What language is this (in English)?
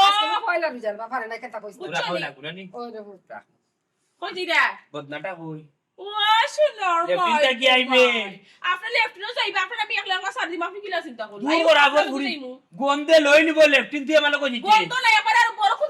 Sylheti